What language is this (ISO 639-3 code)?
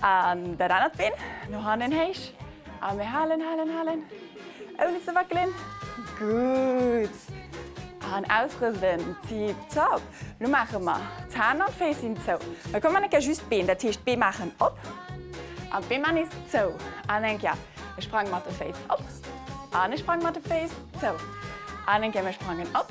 ltz